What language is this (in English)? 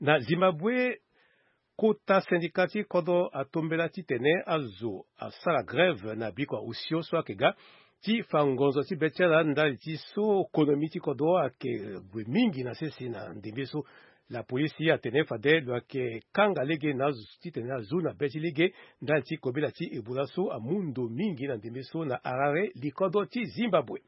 Sango